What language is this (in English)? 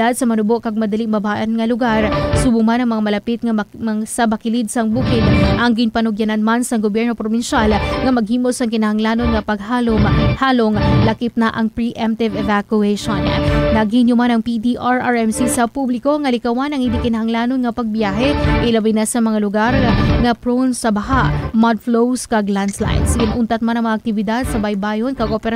Hiligaynon